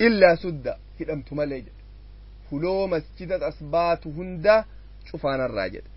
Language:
Oromo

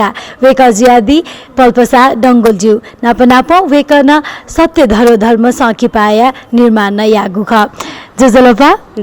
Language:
Newari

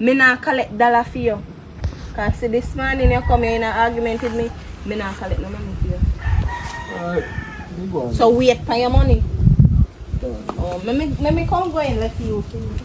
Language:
Jamaican Creole English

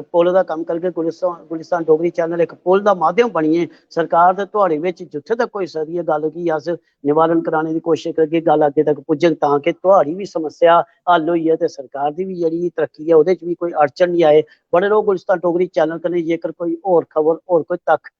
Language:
Dogri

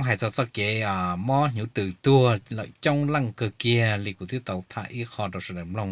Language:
Hmong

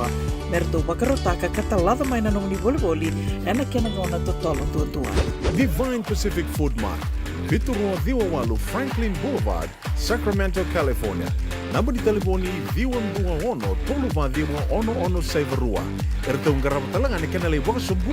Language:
Fijian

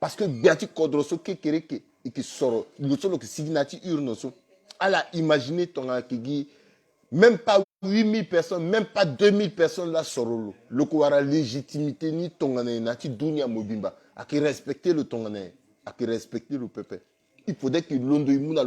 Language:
Sango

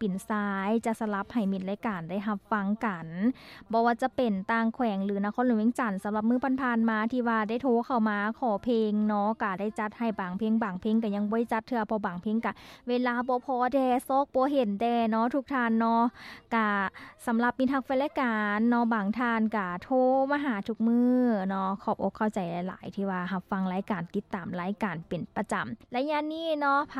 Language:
Lao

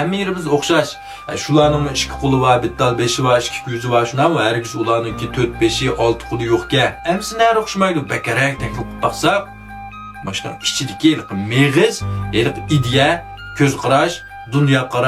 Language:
Uyghur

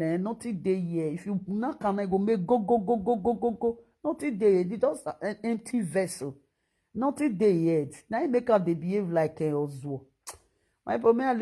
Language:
Nigerian Pidgin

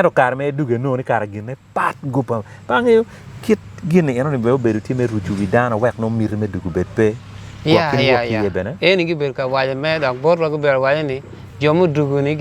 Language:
Acoli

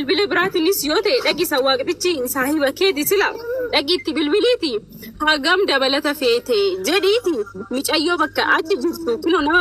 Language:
Oromo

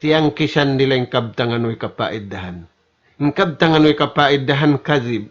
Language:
Tausug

